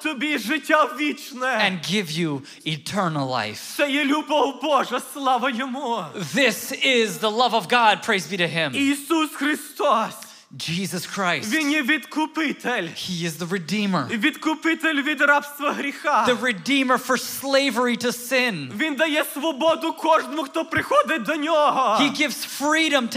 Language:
Ukrainian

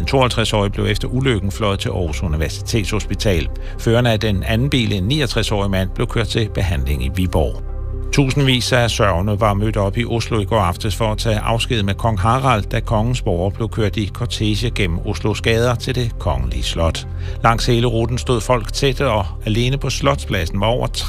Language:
Danish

